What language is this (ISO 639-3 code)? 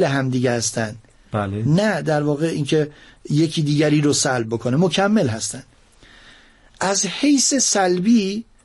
fas